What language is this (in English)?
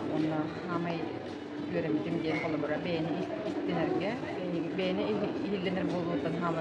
Yakut